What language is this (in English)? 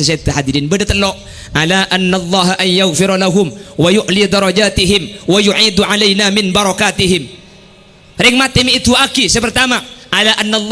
Madurese